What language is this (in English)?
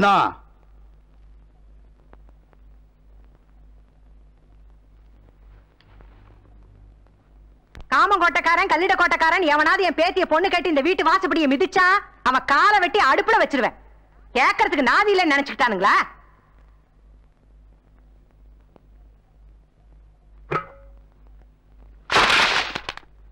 Tamil